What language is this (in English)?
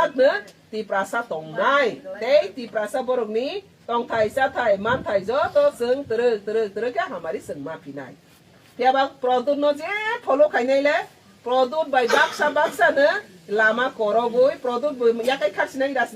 Kok Borok